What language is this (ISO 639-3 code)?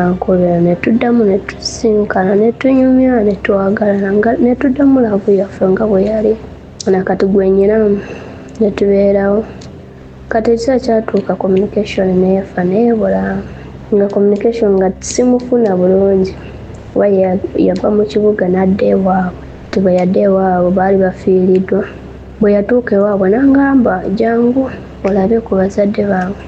lug